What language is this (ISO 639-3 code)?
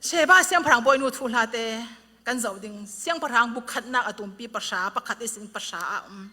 cfm